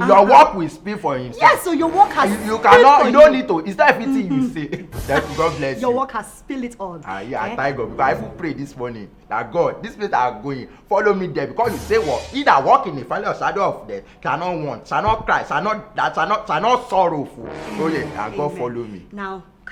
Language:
Nigerian Pidgin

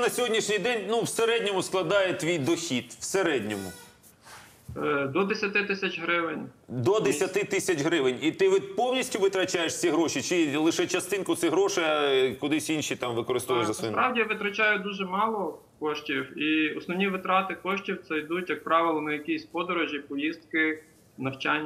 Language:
Ukrainian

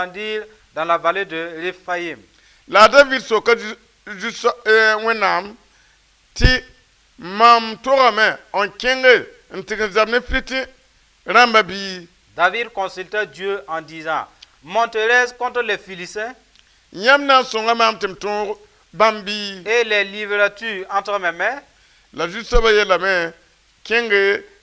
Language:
Mossi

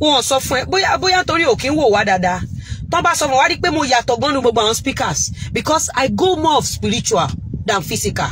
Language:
Yoruba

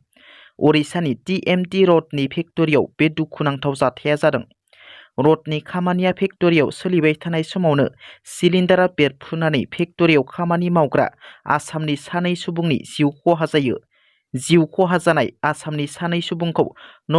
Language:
Bodo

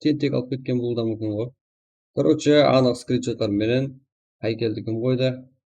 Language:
Kara-Kalpak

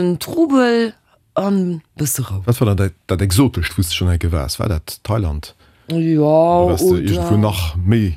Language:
Luxembourgish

